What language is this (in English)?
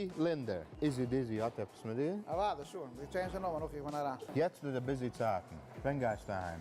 Yiddish